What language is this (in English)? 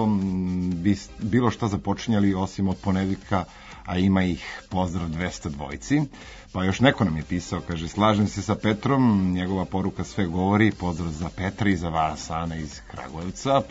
Serbian